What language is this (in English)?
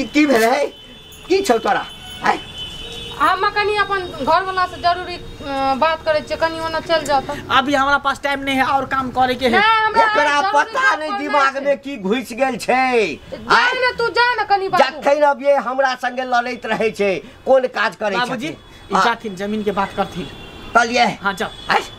Maithili